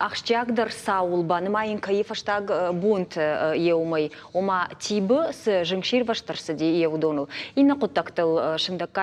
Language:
Ossetic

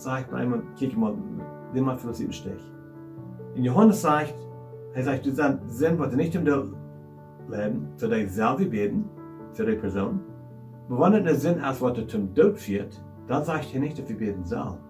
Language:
Plautdietsch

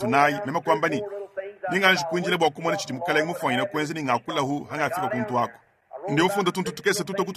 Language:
Luba-Lulua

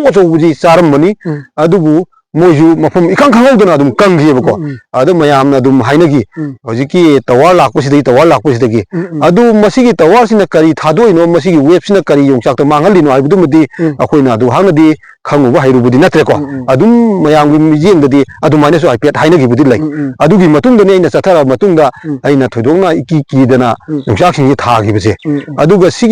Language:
Manipuri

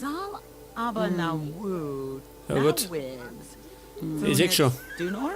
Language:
Bavarian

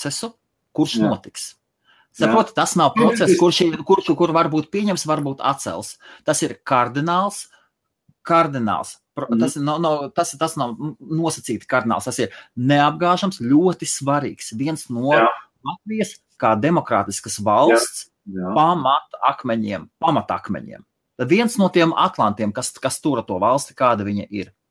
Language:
Latvian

